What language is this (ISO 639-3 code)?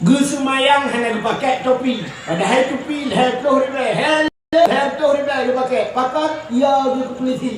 ace